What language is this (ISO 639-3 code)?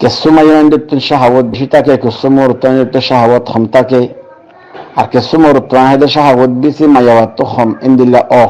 rhg